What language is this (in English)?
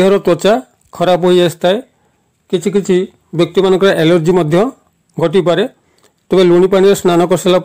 Odia